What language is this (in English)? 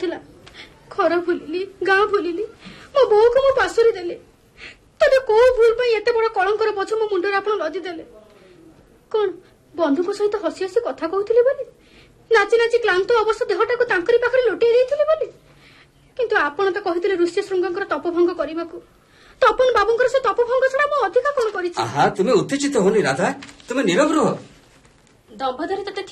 Odia